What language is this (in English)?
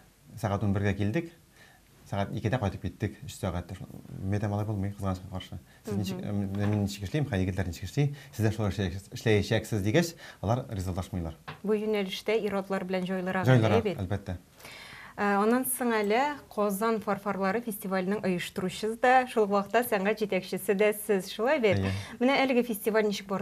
Tatar